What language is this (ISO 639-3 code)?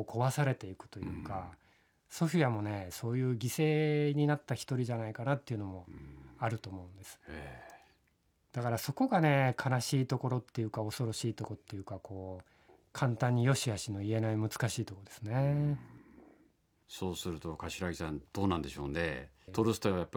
jpn